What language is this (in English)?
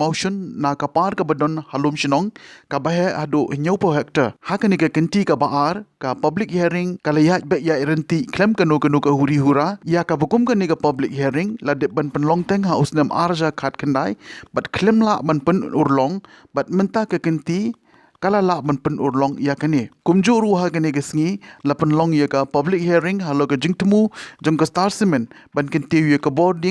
Khasi